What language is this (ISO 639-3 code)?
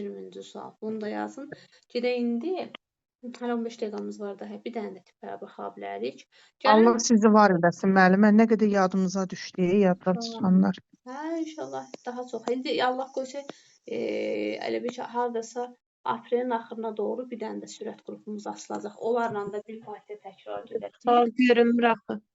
aze